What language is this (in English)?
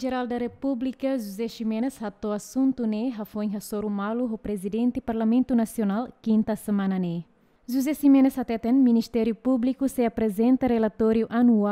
Tetum